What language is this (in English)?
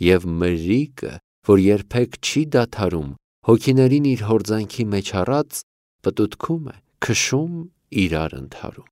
Armenian